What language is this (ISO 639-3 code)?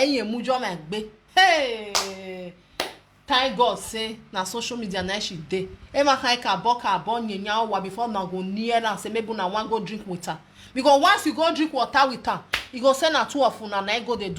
pcm